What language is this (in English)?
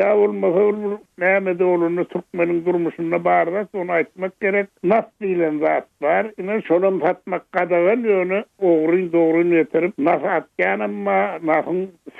Turkmen